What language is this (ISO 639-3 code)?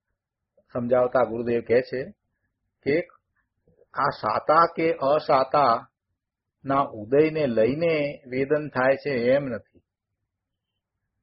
guj